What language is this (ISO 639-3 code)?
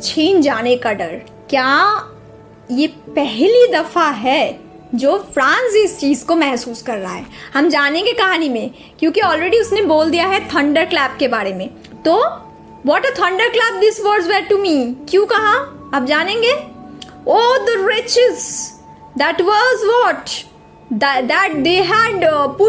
hin